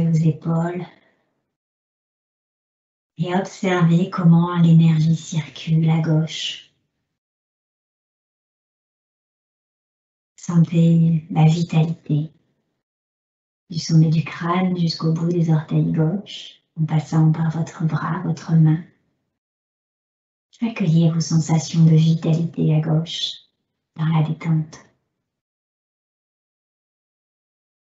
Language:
French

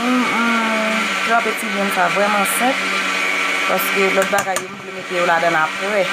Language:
Haitian Creole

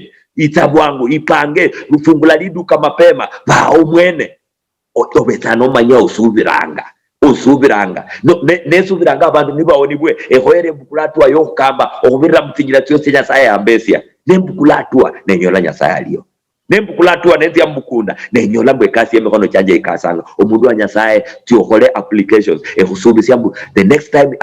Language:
Luyia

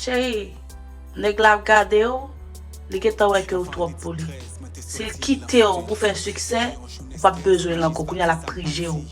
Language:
Haitian Creole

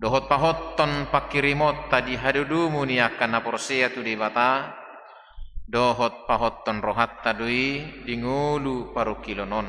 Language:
Batak Toba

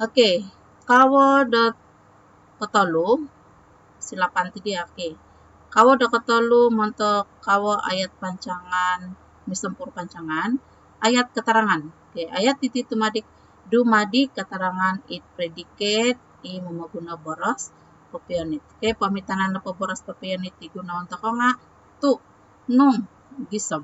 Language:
Central Dusun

